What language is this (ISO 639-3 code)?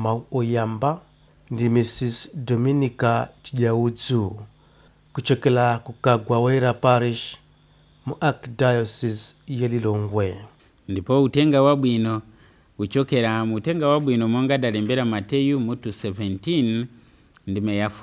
nya